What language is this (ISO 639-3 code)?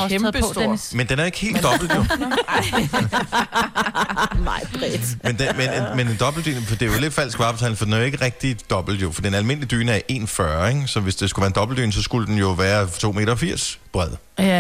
dan